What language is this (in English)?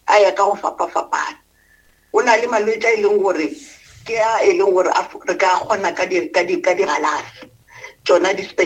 Northern Sotho